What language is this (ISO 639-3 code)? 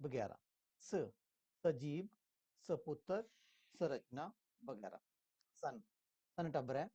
doi